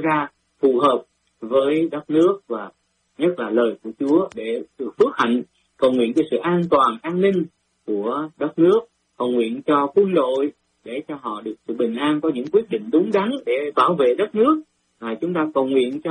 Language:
Vietnamese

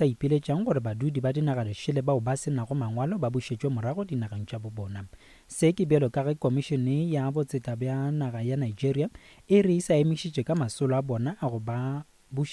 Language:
Northern Sotho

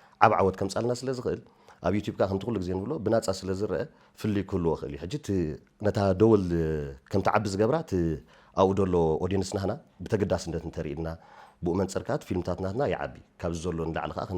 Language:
Tigrinya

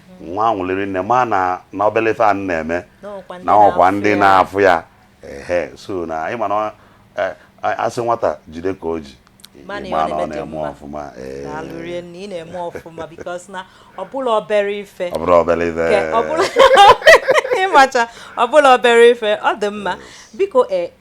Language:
Igbo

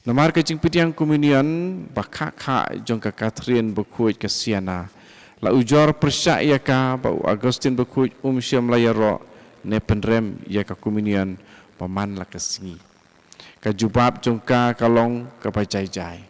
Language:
Khasi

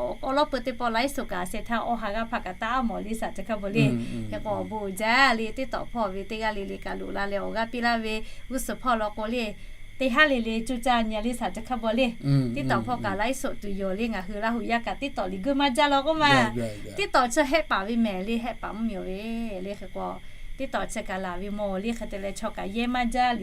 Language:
Lahu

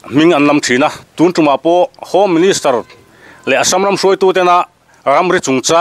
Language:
Mizo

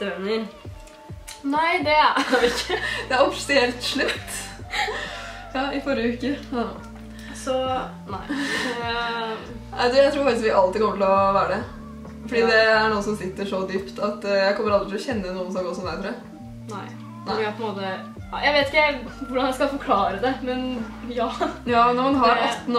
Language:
Norwegian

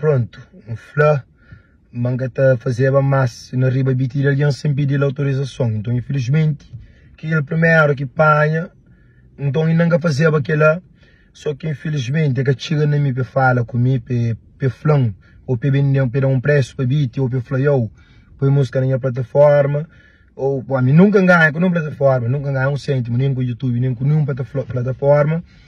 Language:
Kabuverdianu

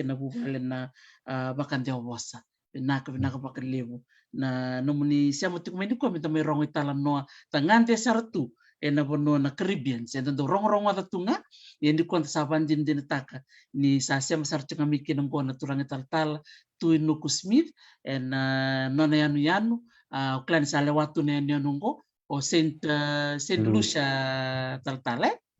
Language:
Fijian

